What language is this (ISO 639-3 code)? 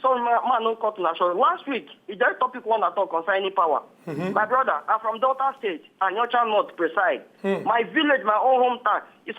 pcm